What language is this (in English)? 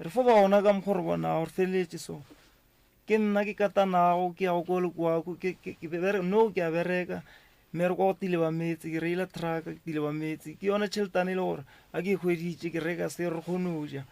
Northern Sotho